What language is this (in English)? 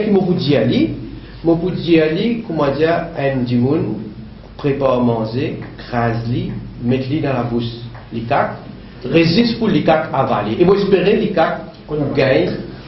Morisyen